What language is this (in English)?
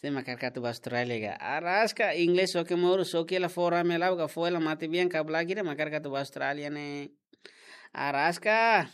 Tetum